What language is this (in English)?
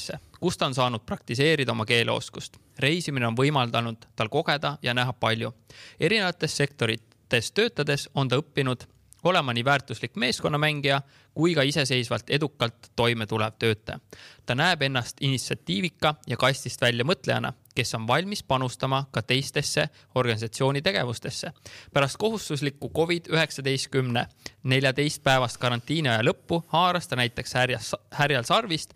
Estonian